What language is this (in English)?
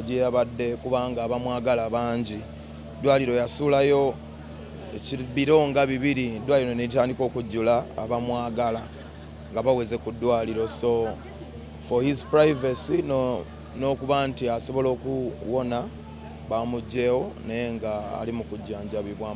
Ganda